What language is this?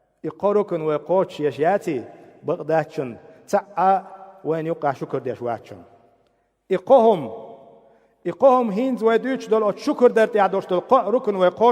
Chechen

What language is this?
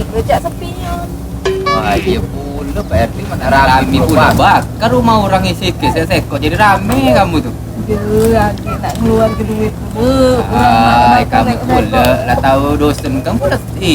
Musi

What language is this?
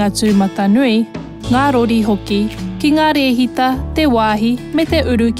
Māori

